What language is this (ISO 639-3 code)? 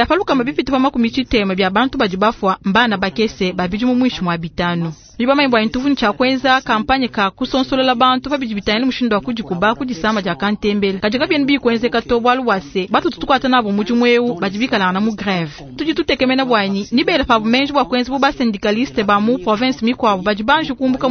lua